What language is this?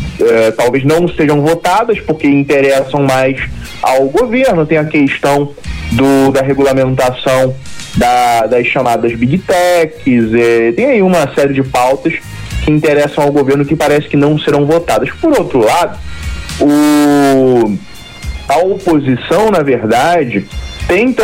Portuguese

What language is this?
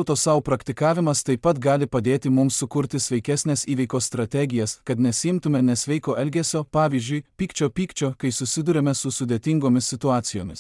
Lithuanian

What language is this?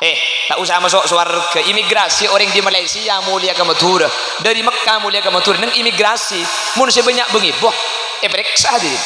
Madurese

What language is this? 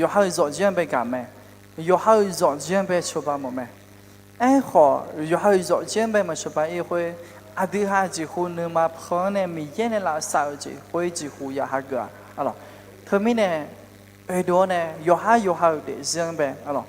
Akha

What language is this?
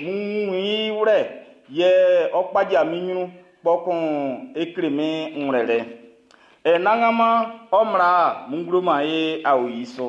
Baoulé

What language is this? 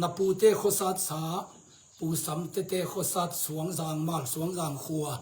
Tedim Chin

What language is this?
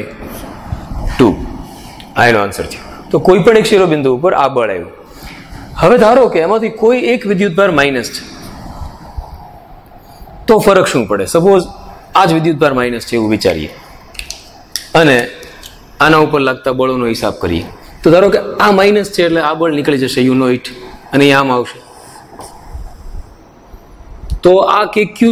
Gujarati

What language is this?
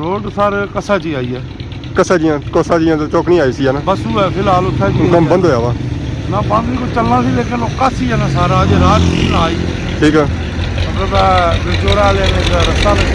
Pahari-Potwari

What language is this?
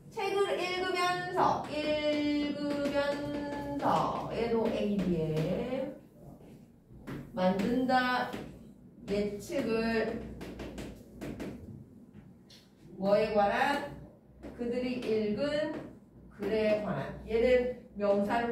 Korean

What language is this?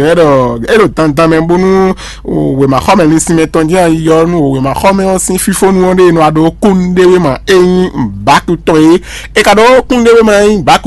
Fon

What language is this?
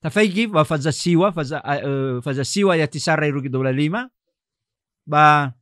Nias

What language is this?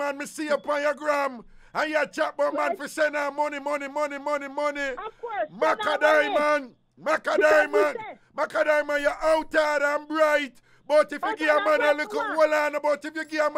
Jamaican Creole English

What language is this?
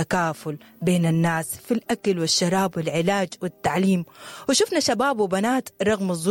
Sudanese Arabic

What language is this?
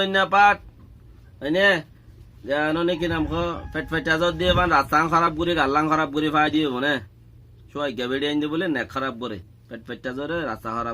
Rohingya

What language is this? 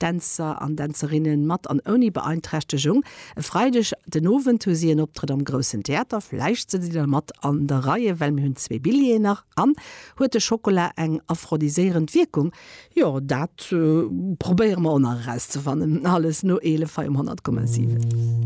Luxembourgish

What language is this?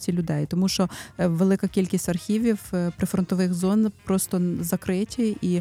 Ukrainian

